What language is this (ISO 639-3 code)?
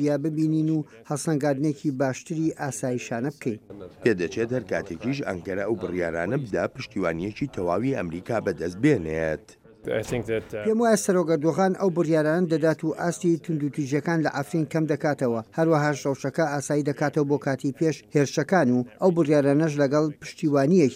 ckb